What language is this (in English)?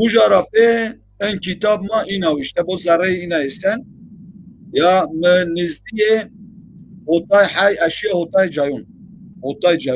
Zaza